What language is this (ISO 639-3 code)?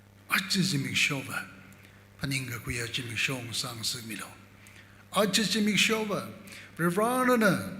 nmf